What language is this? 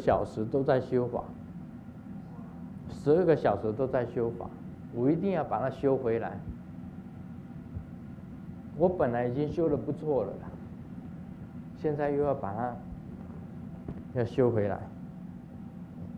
Chinese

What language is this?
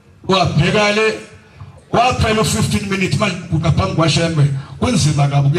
Zulu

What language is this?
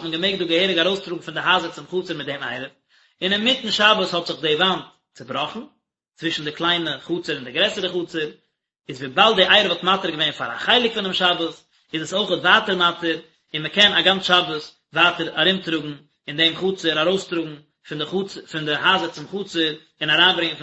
Yiddish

